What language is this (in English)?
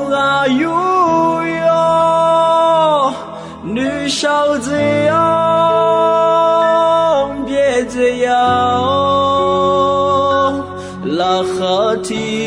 Akha